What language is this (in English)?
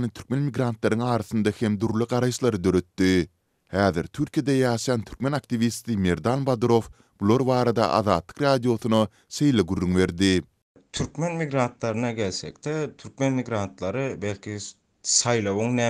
Turkmen